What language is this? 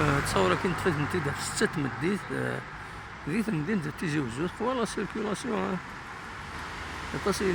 Kabyle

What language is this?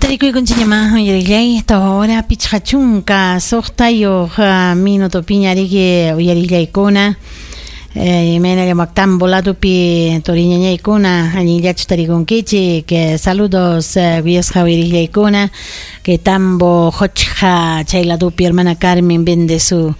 Ayacucho Quechua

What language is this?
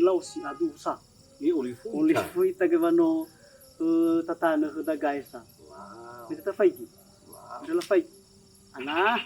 Nias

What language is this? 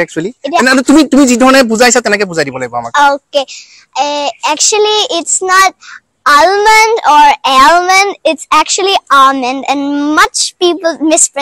Assamese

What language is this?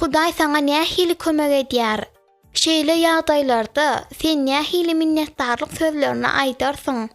Turkmen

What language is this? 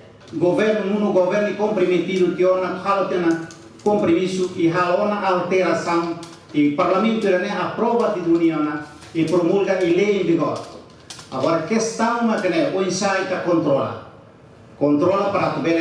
Tetum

